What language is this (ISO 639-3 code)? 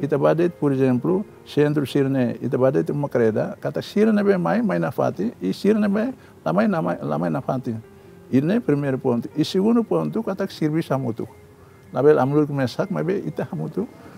tet